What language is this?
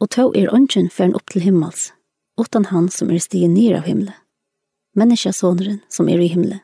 Faroese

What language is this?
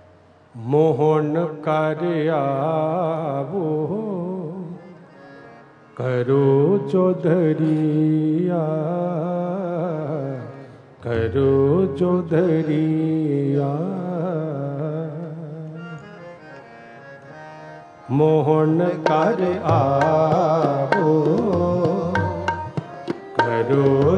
Punjabi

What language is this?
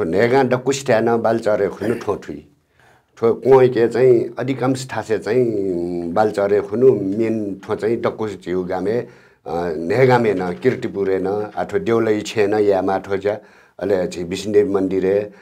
Newari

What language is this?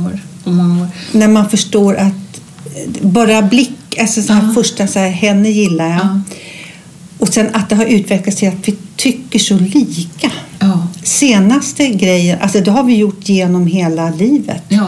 Swedish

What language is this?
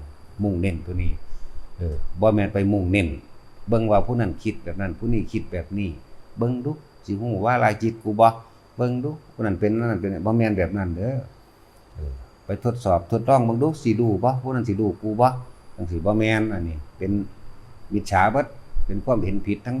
Northeastern Thai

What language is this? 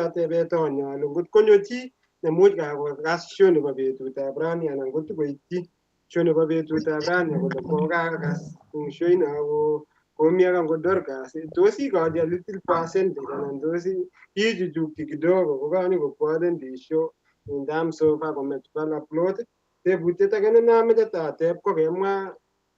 Kalenjin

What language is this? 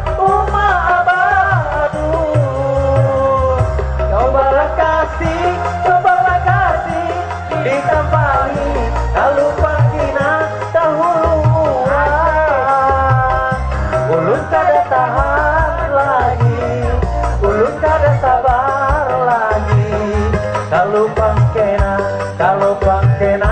Banjar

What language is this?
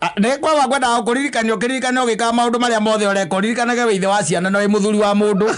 Kikuyu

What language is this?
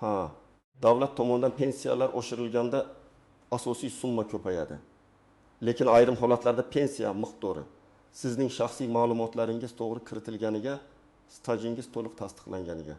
Uzbek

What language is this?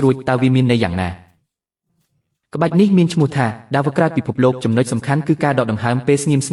Khmer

